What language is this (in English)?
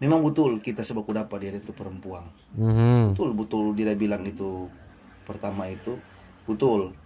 Manado Malay